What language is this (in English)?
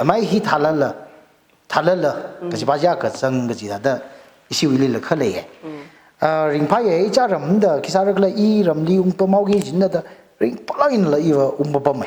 Tangkhul Naga (India)